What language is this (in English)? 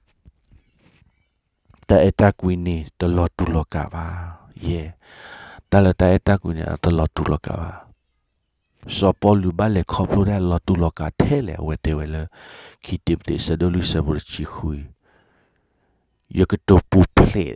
S'gaw Karen